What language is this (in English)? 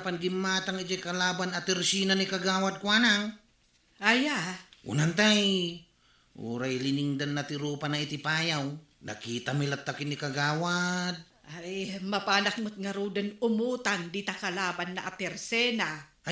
Iloko